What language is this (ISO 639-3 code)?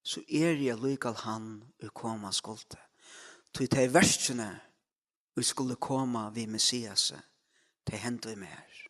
fao